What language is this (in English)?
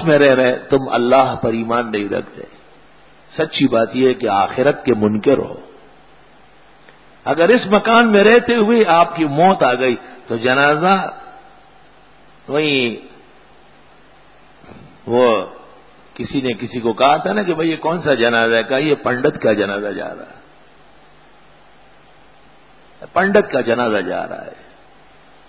Urdu